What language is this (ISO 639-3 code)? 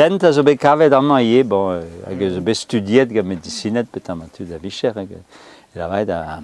bre